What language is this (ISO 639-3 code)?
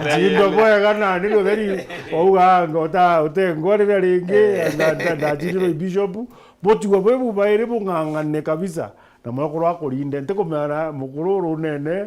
mer